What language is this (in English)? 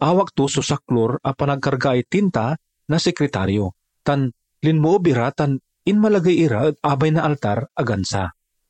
Pangasinan